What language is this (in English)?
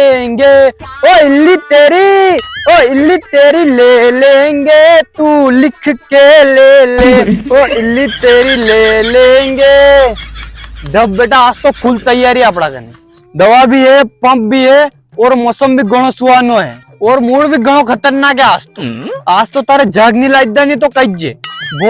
Rajasthani